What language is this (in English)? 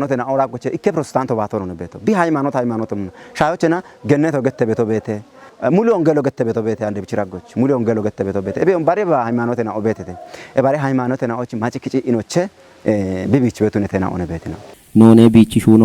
Kafa